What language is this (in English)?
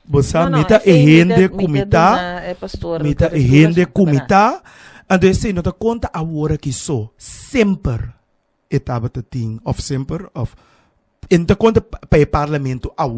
Papiamento